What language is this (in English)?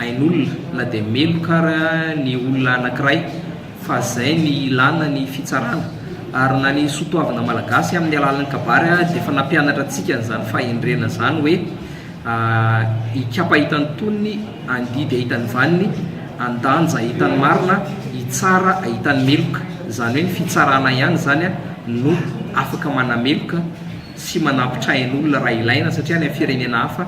Malagasy